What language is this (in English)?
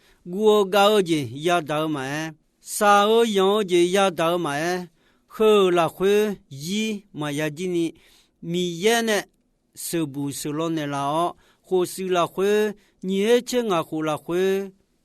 Akha